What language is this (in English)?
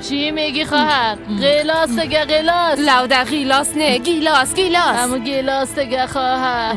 Persian